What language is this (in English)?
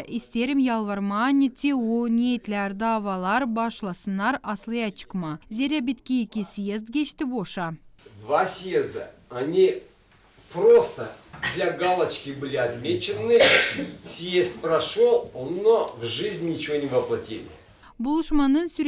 Gagauz